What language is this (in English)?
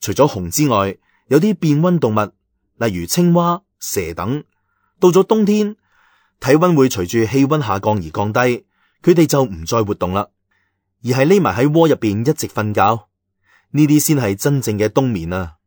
Cantonese